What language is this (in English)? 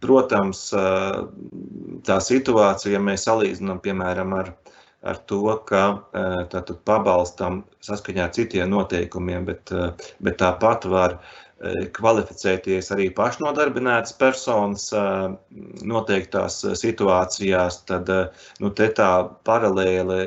Latvian